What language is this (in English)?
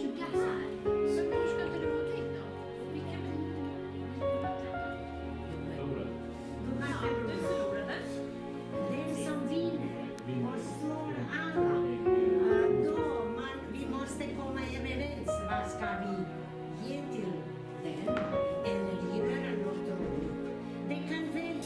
Swedish